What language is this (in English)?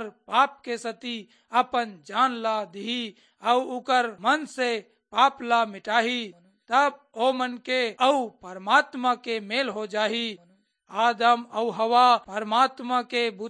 Chhattisgarhi